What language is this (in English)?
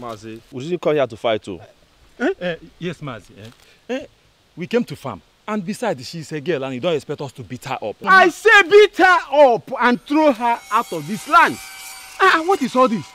Nigerian Pidgin